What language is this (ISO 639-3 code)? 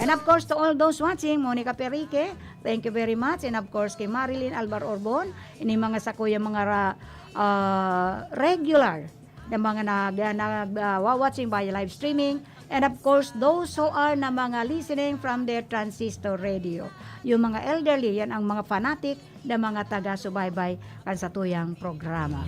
bik